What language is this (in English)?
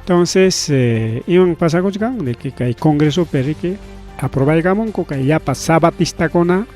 Ayacucho Quechua